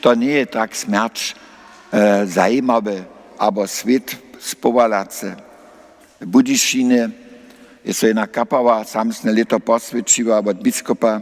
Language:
Upper Sorbian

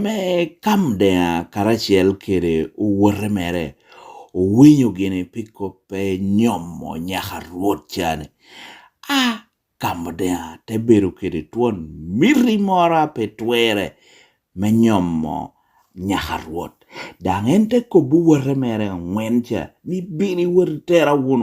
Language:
Lango (Uganda)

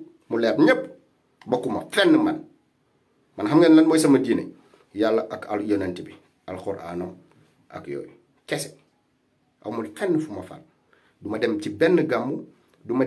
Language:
Wolof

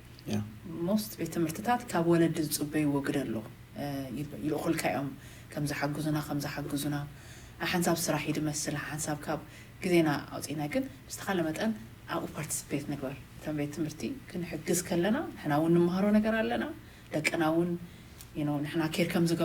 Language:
Tigrinya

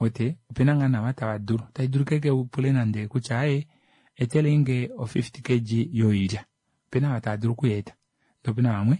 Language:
Kuanyama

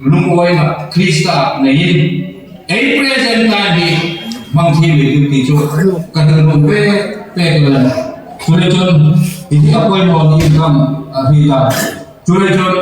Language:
Hmar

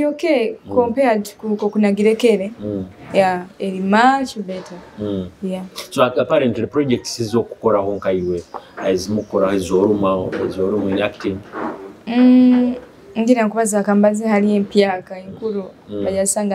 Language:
Nyoro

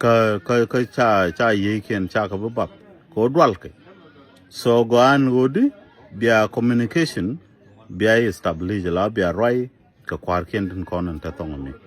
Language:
Nuer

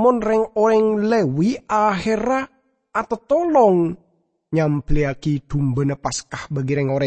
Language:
Madurese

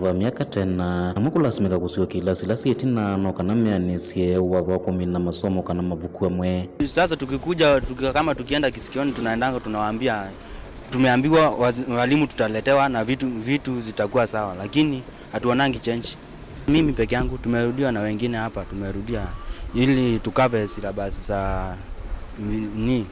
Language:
Kamba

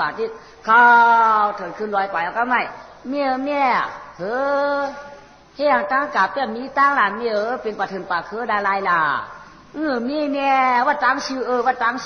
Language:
Shan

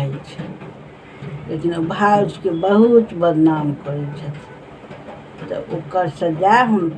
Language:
Maithili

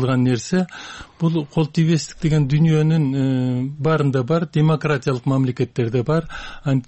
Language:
Kyrgyz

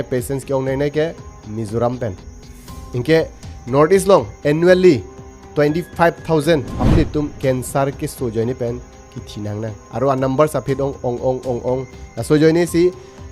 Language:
Karbi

